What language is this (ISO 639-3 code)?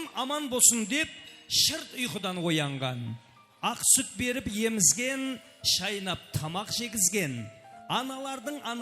kaa